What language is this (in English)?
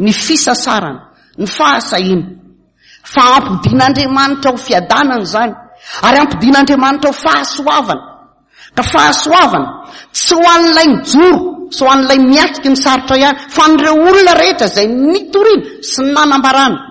Malagasy